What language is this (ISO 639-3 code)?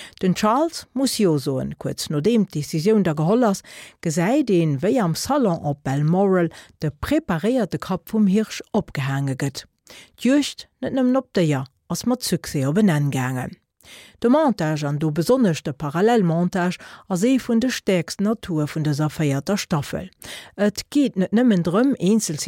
ltz